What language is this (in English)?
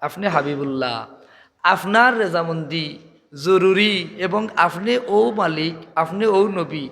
Sylheti